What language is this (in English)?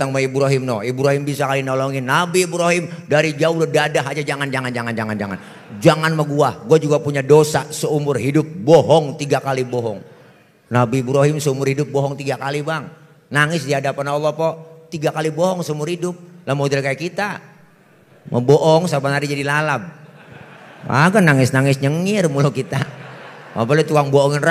Betawi